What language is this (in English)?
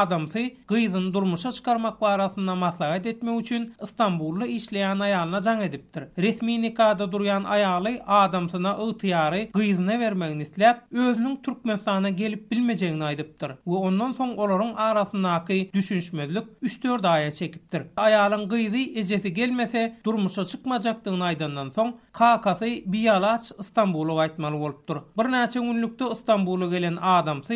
Turkmen